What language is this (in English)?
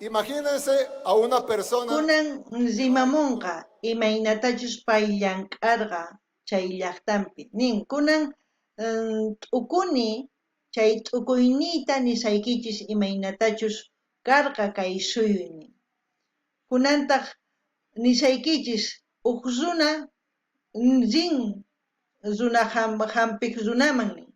South Bolivian Quechua